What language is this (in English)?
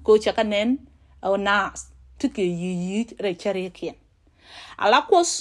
Nuer